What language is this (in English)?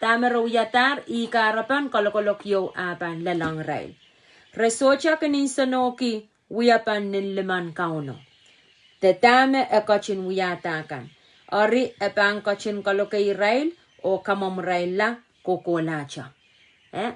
Pohnpeian